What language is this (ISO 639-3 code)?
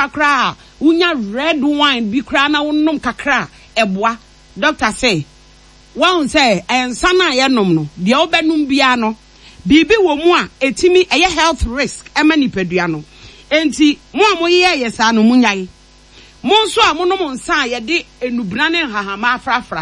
aka